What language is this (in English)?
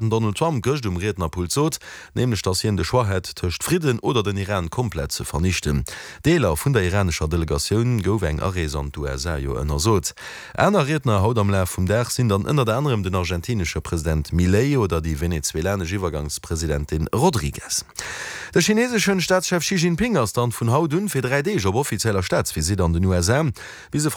Luxembourgish